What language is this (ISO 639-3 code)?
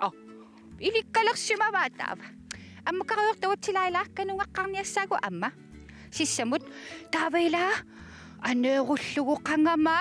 kal